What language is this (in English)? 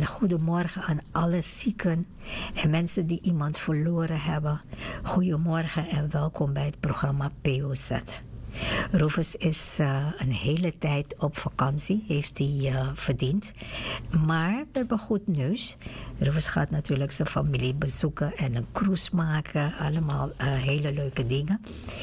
Dutch